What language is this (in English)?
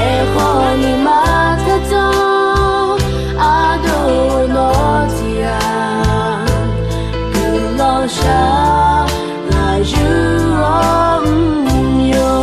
Akha